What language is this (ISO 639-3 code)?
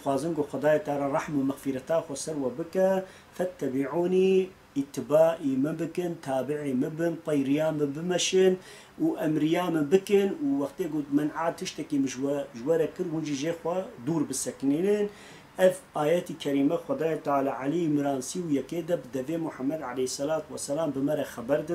kur